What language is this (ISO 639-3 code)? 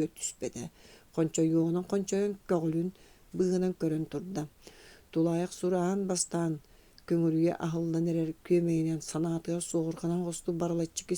sah